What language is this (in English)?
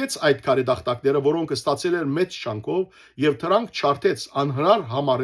Western Armenian